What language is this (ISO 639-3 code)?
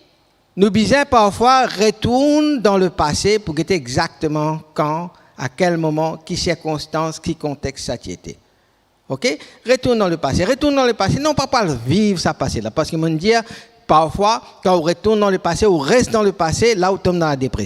mfe